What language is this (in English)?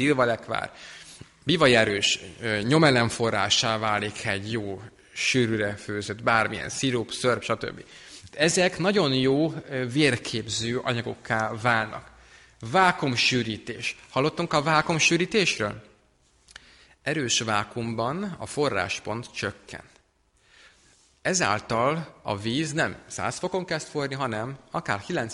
Hungarian